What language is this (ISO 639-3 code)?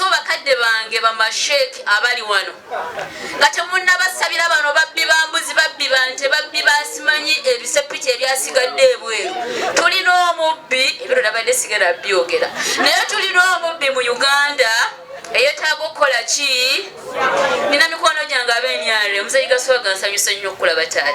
lug